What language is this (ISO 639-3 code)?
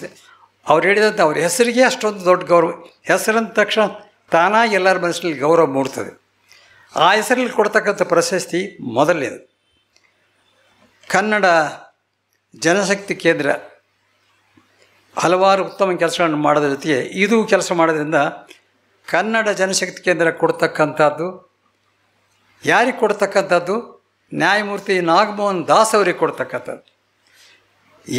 kan